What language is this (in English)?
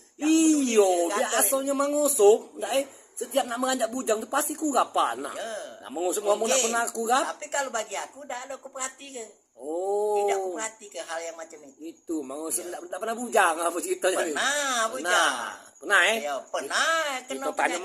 Musi